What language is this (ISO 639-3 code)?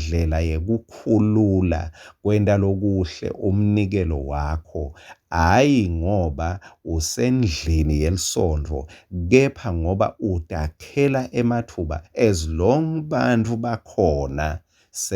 ssw